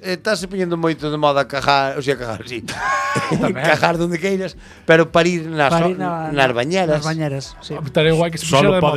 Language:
Galician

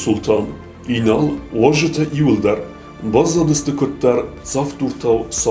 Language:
Ossetic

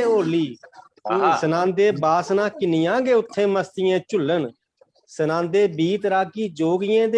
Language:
Dogri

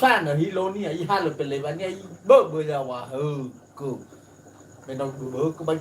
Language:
Nias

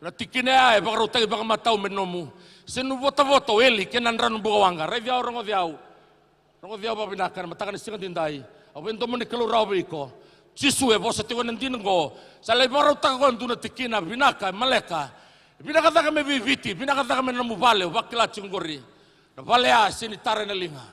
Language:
Fijian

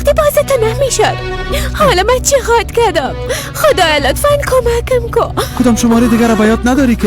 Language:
Persian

